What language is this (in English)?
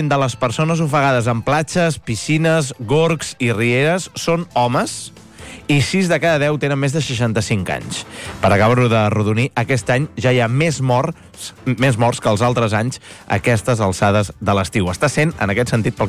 Catalan